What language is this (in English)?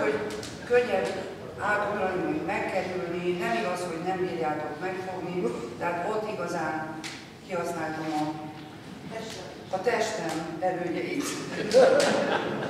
Hungarian